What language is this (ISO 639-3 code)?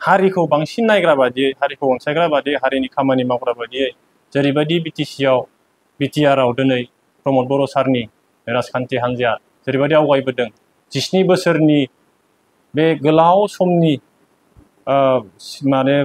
brx